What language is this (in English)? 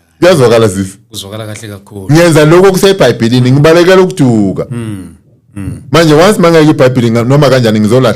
Zulu